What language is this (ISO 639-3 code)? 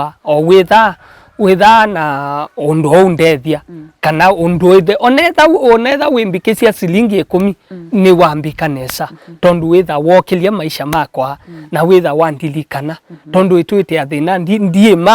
kam